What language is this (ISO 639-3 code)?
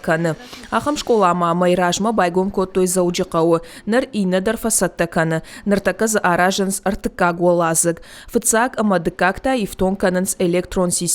oss